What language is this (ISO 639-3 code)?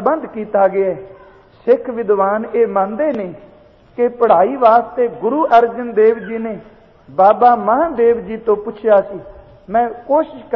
pan